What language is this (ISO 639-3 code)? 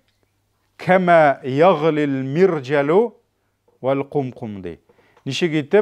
tat